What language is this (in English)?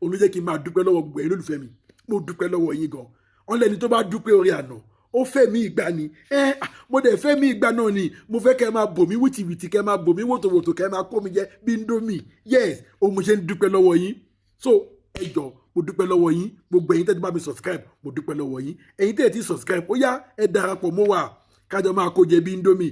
Yoruba